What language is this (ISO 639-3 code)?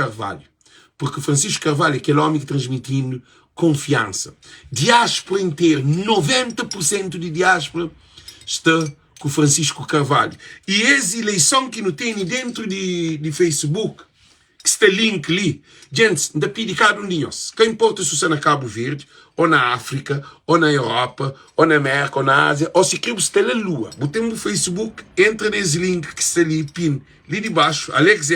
kea